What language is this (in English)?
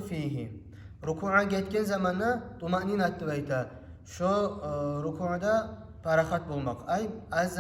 Kumyk